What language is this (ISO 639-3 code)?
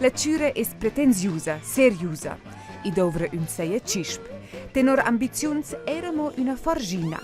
roh